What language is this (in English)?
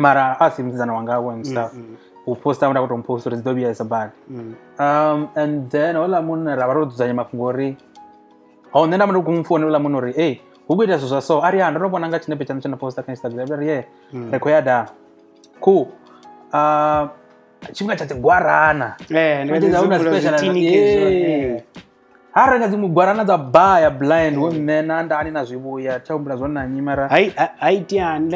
Venda